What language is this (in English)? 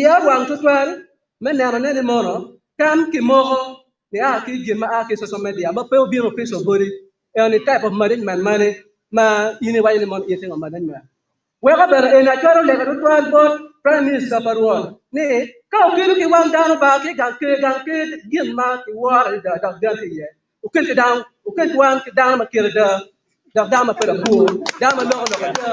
Acoli